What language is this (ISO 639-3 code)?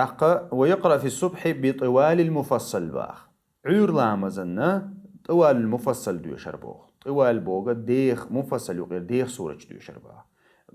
che